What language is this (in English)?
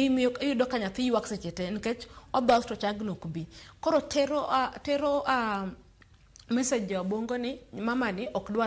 Luo (Kenya and Tanzania)